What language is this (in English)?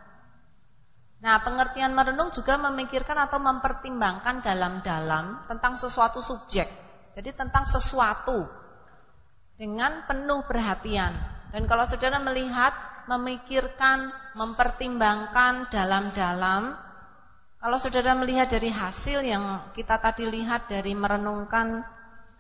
Indonesian